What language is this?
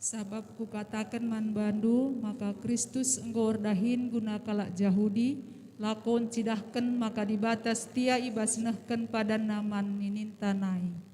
Batak Karo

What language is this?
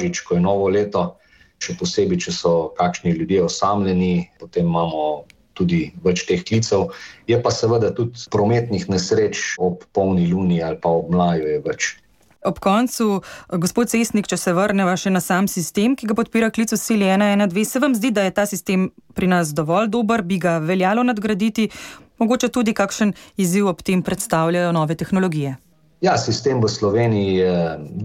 Slovenian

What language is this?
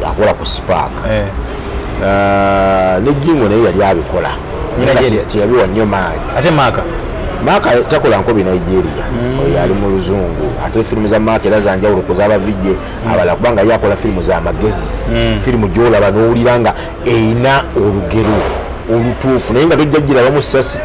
Ganda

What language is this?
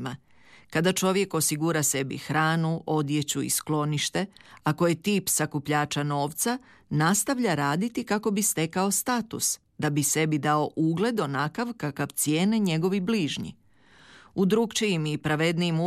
Croatian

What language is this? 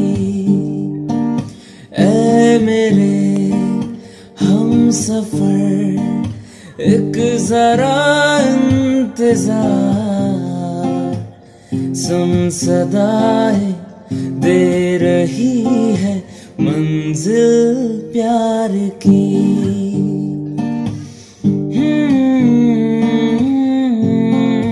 Hindi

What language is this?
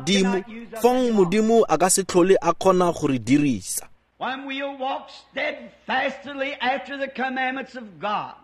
Tswana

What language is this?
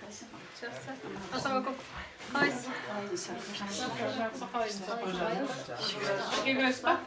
Kara-Kalpak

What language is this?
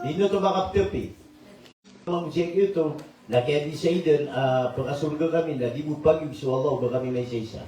Maranao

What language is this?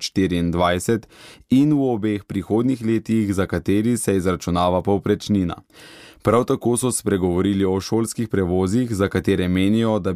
Slovenian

